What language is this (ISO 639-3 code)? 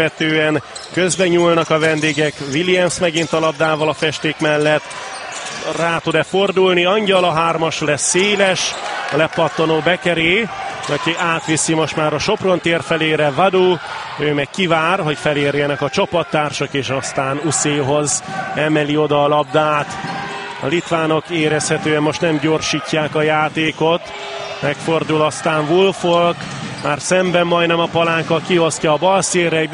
hun